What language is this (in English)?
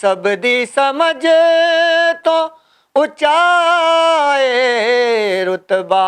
Western Panjabi